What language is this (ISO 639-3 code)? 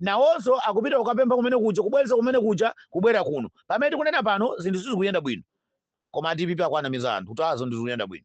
nya